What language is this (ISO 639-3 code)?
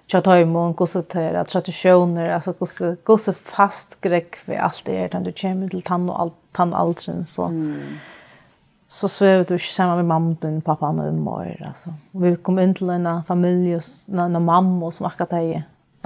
fao